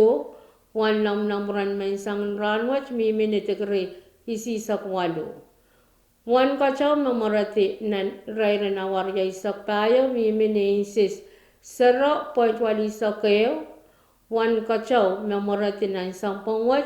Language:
Pohnpeian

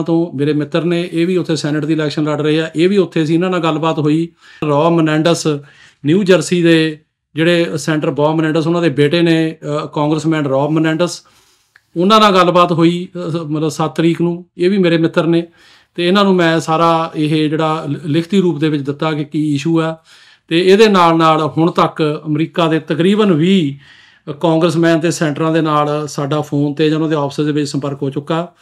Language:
Punjabi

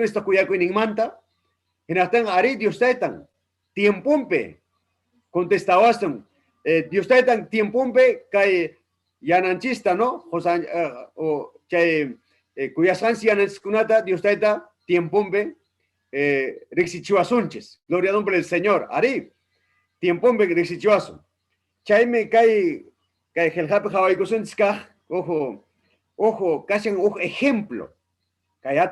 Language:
Ayacucho Quechua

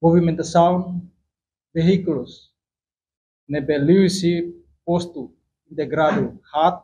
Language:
Tetum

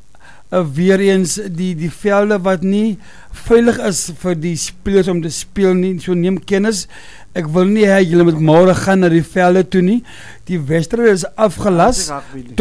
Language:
Afrikaans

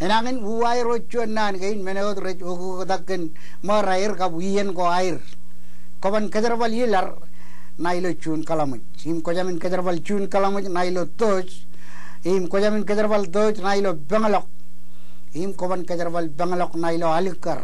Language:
Marshallese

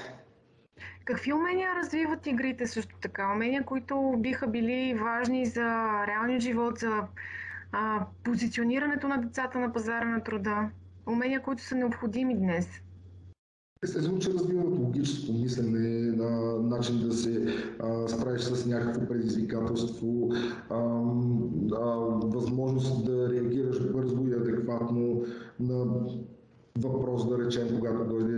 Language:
Bulgarian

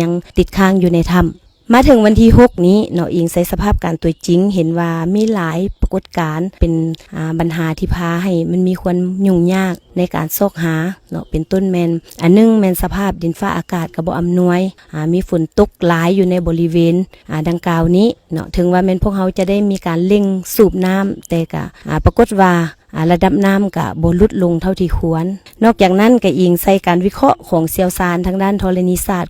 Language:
Lao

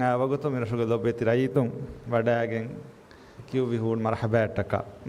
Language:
Divehi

